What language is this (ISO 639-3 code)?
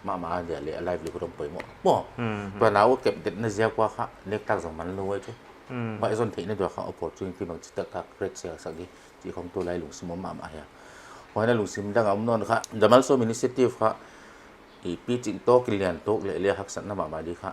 pck